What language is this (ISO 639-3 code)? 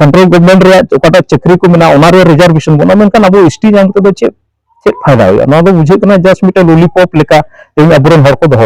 sat